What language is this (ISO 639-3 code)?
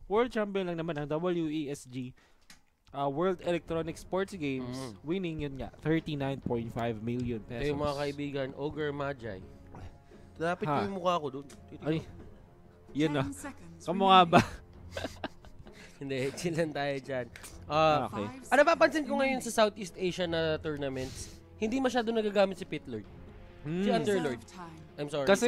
fil